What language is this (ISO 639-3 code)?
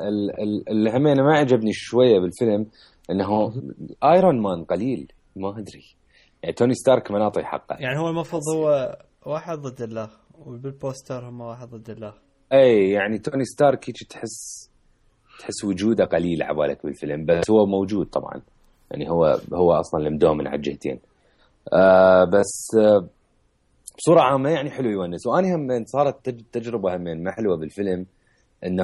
acm